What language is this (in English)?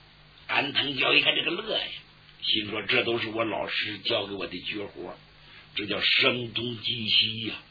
Chinese